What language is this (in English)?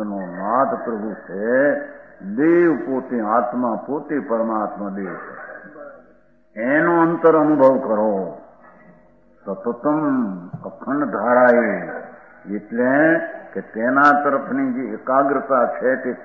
Gujarati